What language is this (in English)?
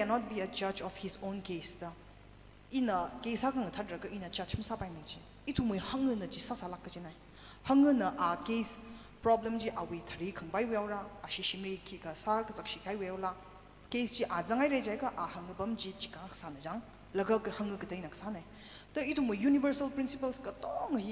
Tangkhul Naga (India)